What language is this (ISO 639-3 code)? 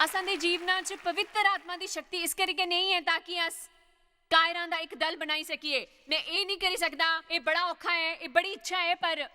doi